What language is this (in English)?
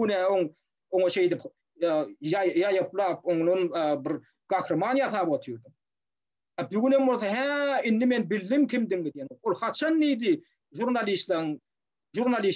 Turkmen